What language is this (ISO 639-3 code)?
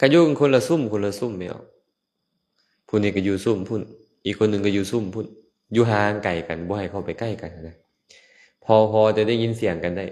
lao